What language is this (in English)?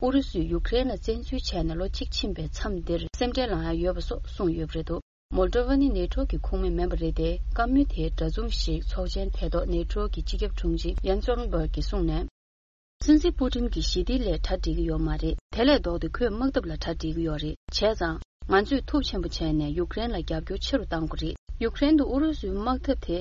Tibetan